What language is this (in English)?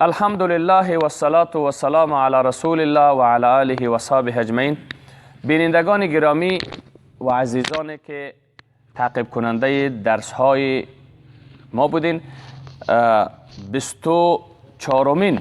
Persian